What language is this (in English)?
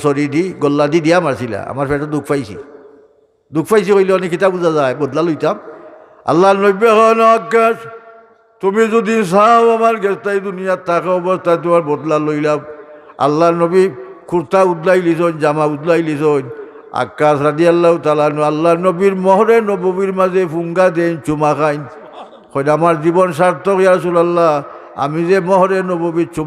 Sylheti